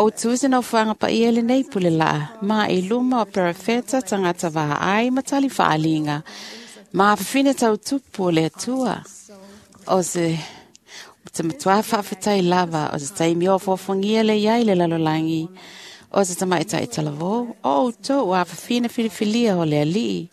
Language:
Samoan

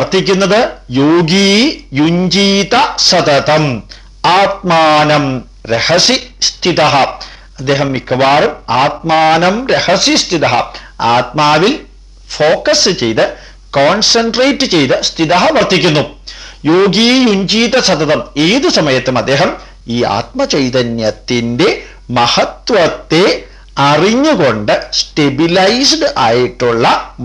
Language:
Malayalam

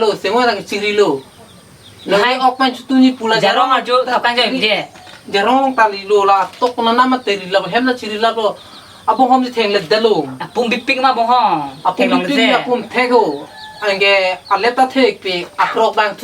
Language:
Karbi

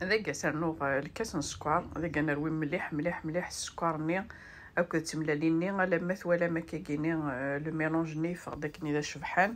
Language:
Kabyle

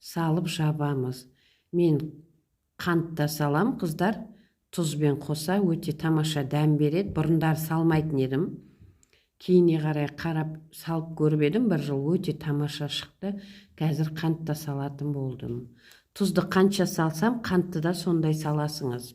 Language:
Kazakh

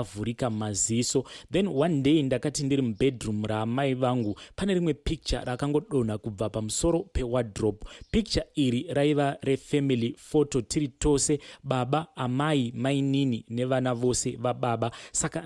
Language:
Shona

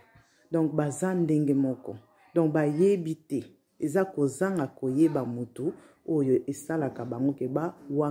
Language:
Lingala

